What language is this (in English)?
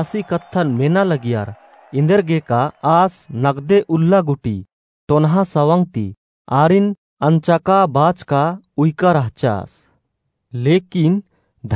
Kurukh